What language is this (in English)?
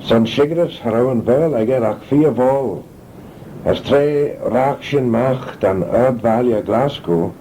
Manx